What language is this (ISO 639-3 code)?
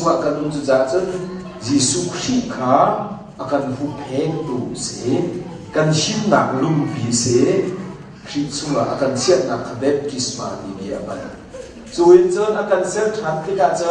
cnh